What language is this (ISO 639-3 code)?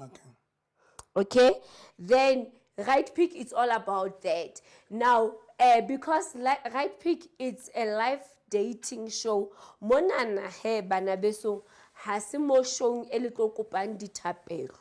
sot